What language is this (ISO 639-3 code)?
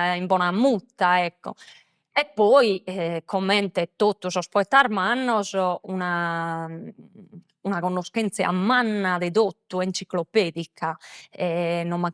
srd